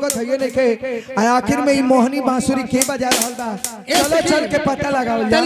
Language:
Bhojpuri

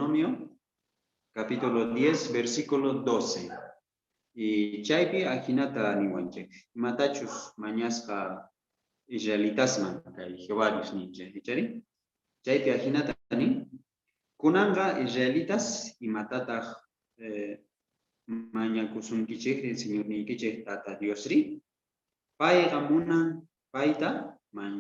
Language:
Quechua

